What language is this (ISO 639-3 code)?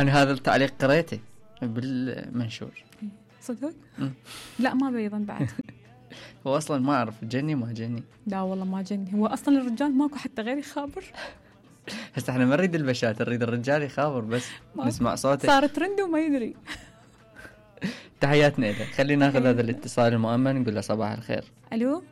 acm